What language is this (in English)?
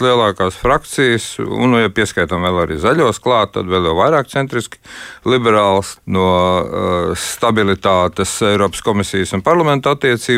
Latvian